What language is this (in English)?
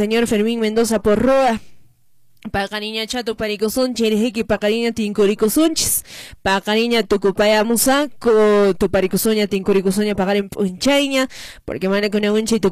Quechua